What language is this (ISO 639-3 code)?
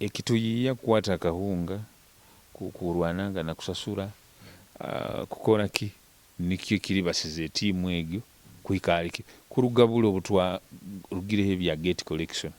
nyo